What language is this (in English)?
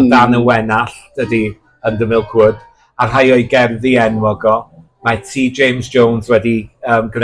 Welsh